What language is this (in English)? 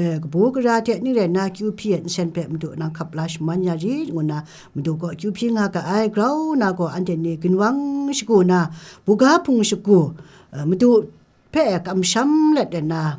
Kachin